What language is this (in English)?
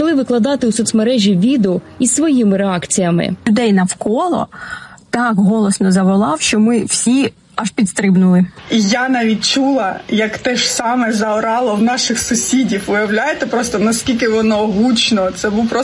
Ukrainian